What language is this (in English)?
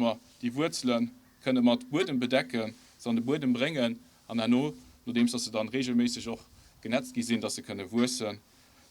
Luxembourgish